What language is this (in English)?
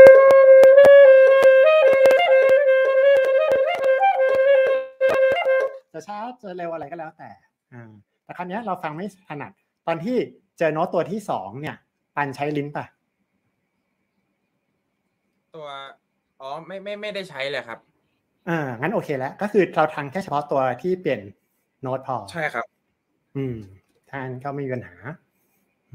Thai